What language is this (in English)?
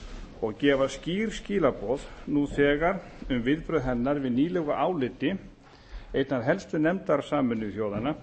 Icelandic